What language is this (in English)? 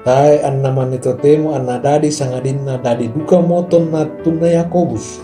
Toraja-Sa'dan